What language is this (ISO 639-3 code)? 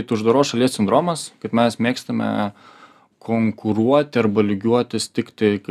lit